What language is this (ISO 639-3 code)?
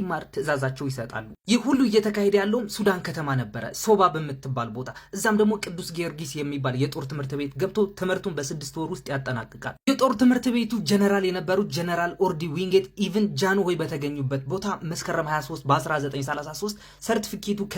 amh